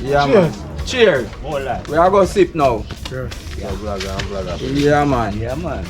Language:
Jamaican Creole English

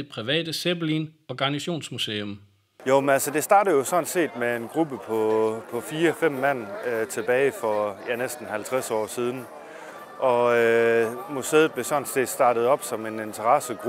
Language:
Danish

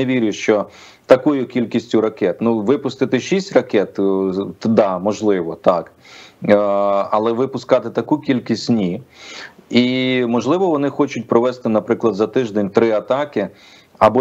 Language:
Ukrainian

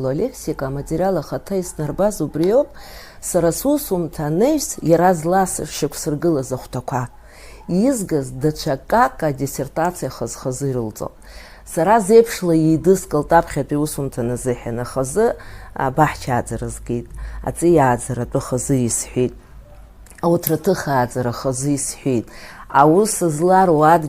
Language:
Abkhazian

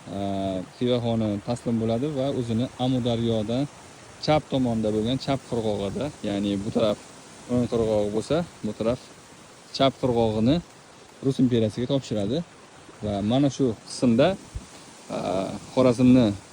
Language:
Uzbek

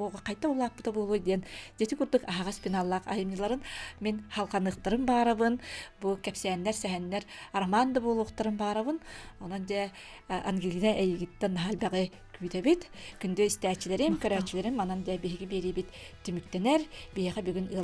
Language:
Yakut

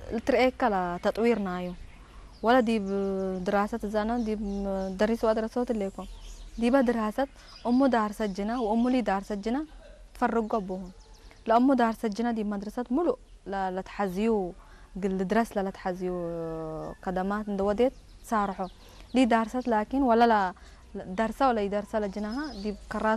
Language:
Tigrinya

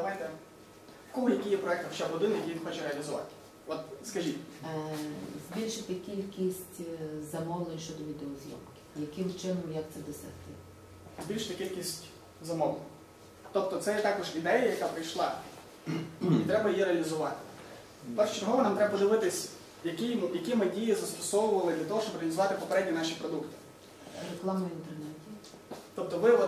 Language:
Ukrainian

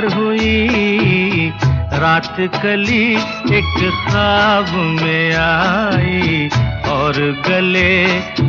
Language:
Hindi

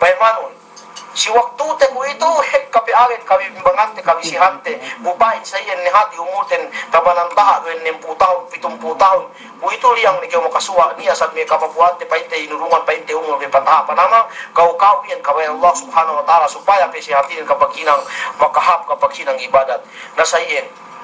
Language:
Yakan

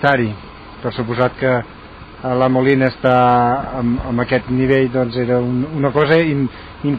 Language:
Catalan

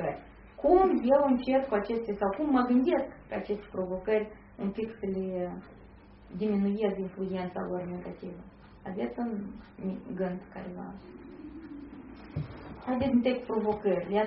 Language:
Romanian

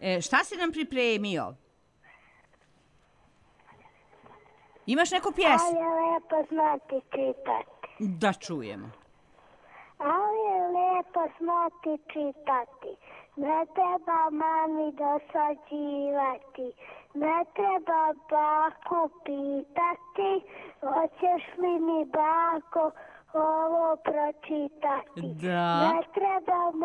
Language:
Croatian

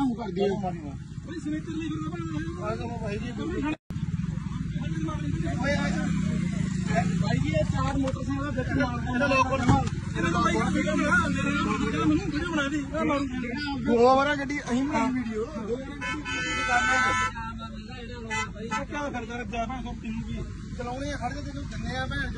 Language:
Punjabi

